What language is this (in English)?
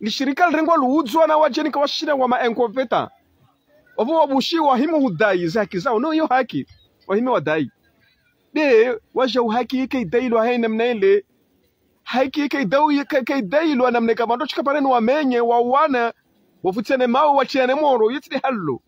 Ngazidja Comorian